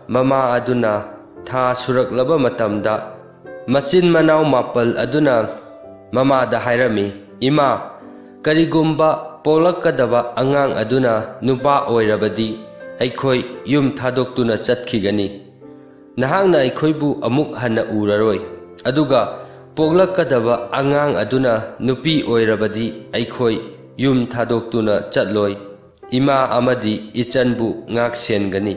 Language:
Manipuri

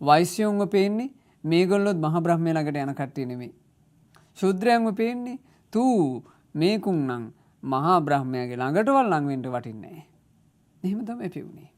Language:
Sinhala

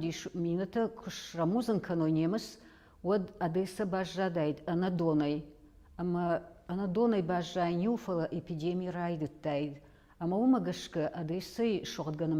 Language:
Ossetic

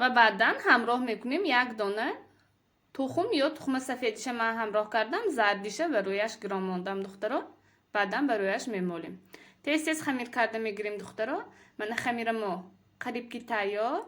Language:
Tajik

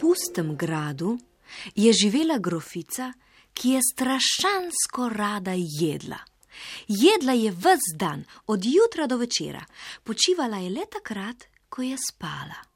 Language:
Slovenian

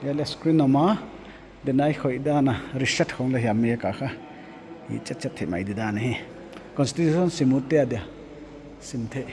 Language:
Paite Chin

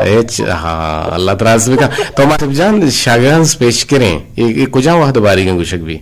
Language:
Eastern Balochi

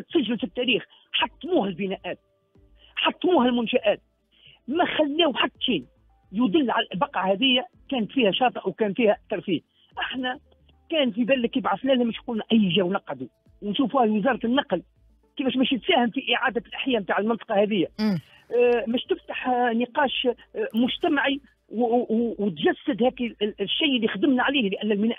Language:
Tunisian Arabic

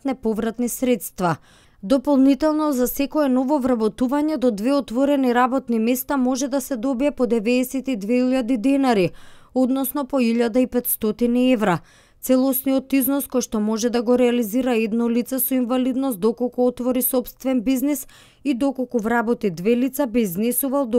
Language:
Macedonian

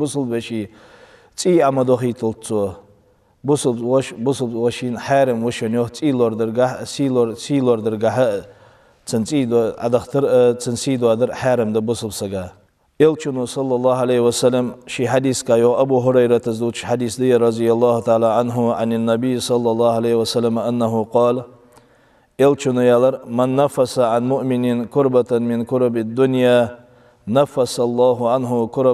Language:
Ingush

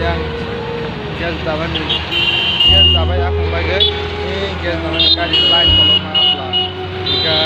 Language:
Kok Borok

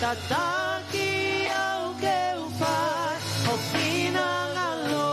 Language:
Tongan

